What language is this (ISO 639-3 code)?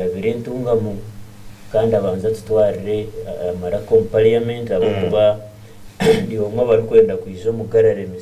nyn